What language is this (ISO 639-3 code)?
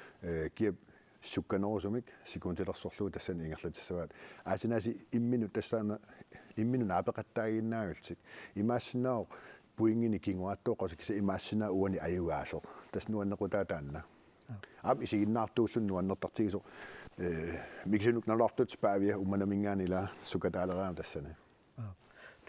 kal